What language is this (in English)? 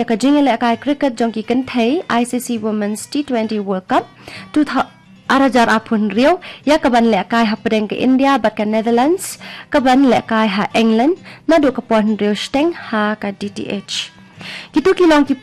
Khasi